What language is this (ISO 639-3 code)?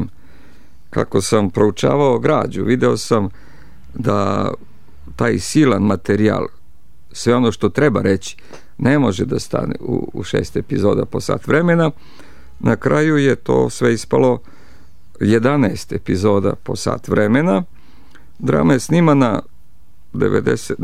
srp